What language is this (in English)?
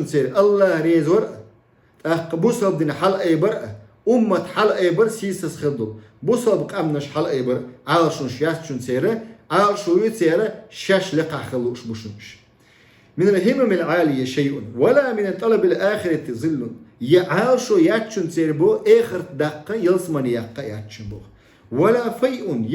Chechen